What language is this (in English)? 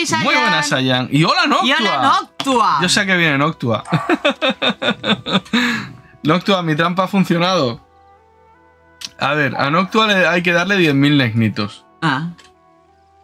Spanish